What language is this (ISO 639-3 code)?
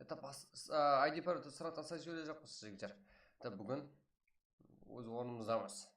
kaa